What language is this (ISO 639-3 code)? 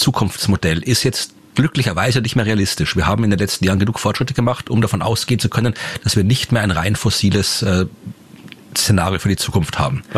deu